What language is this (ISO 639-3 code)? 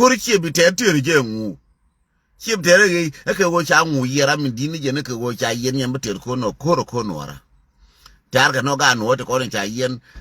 nus